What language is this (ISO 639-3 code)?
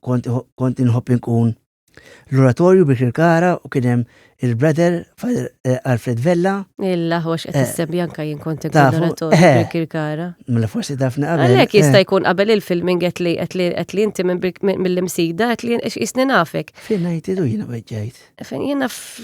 mlt